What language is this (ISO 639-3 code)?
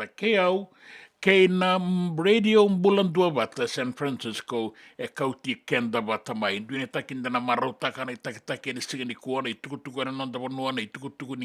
fij